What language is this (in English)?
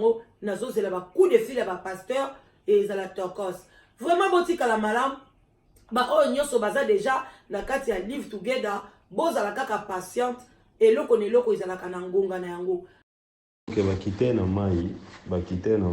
Lingala